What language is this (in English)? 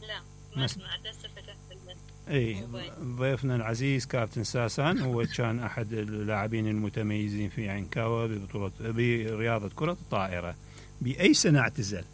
Mesopotamian Arabic